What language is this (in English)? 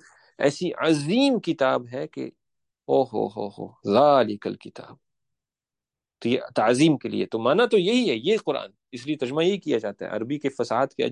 Urdu